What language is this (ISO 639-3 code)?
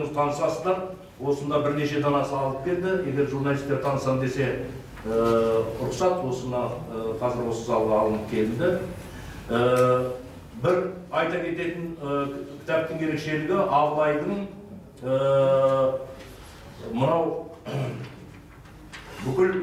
kaz